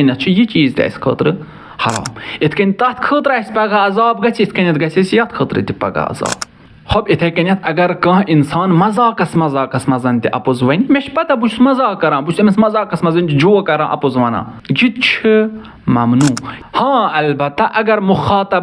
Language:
Kashmiri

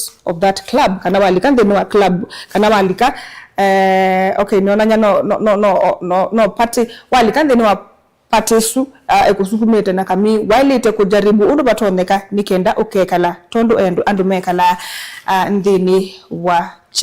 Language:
Kamba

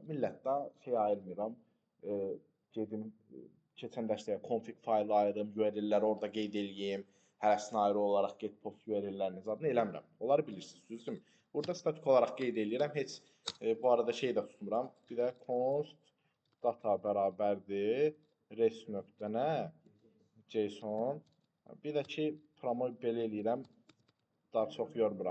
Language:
Azerbaijani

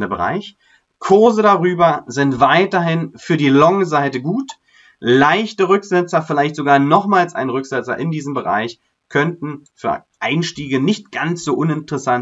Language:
German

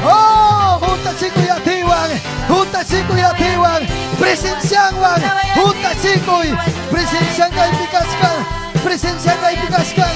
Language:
Ayacucho Quechua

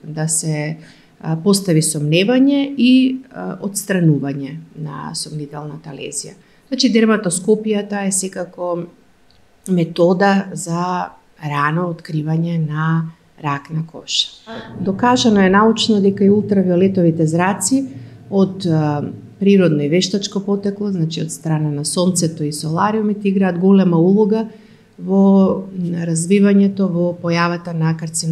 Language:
Macedonian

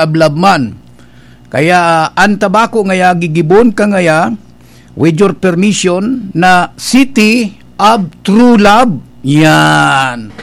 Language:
Bikol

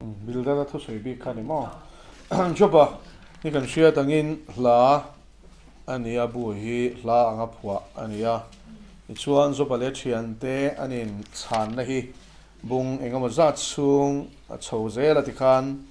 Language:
Mizo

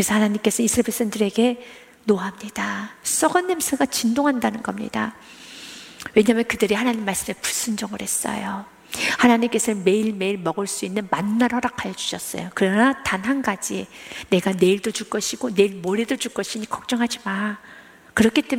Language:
Korean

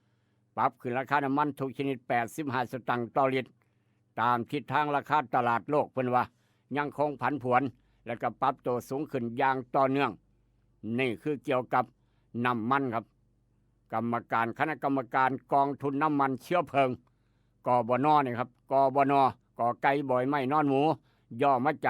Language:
Northeastern Thai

